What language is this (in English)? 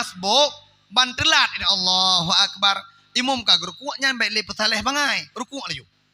Achinese